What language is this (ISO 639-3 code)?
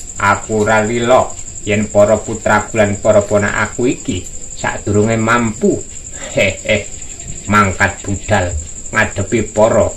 jav